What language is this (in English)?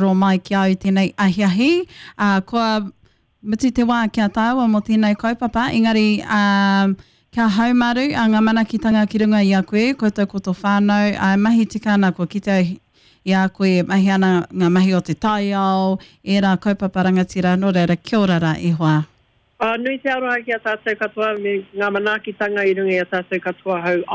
Māori